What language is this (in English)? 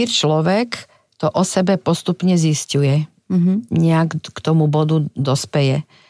Slovak